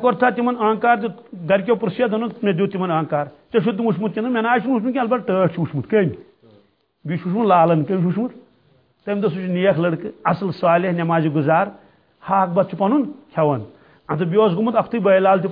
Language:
Kashmiri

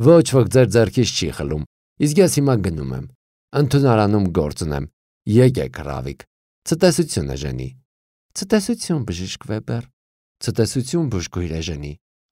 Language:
Armenian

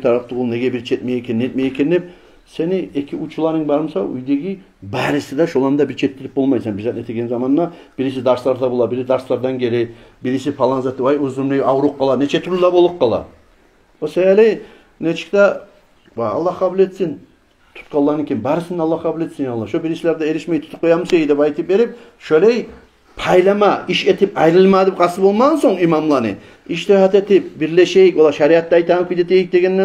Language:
Kumyk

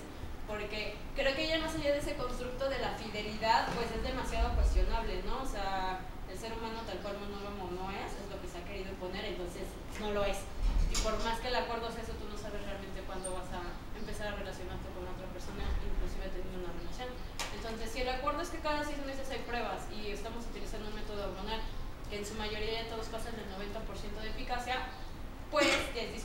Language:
Spanish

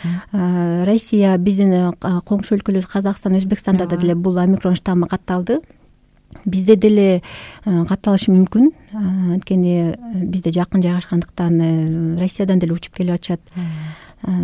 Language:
Kyrgyz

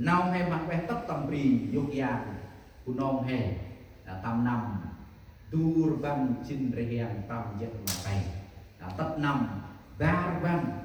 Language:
Central Mnong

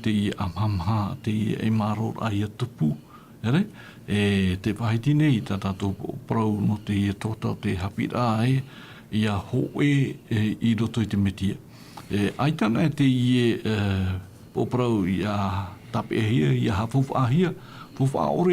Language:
Tahitian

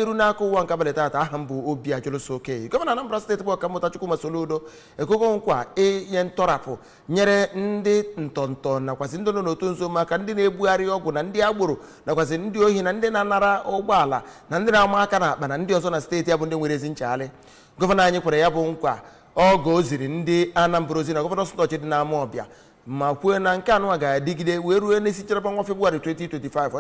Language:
Igbo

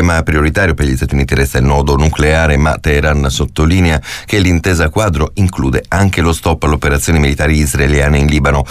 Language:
Italian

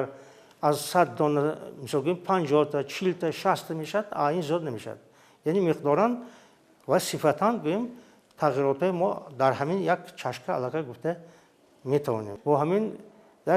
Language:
Tajik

